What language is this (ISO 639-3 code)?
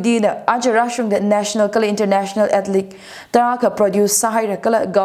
nmf